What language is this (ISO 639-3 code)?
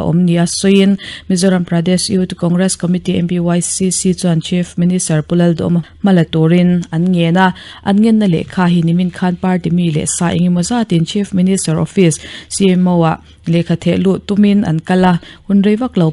lus